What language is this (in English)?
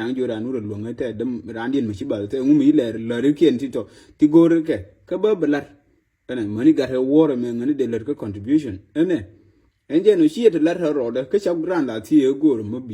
Nuer